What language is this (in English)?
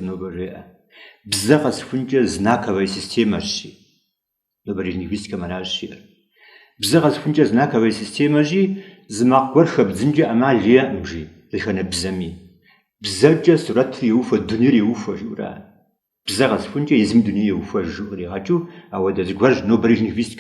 Kabardian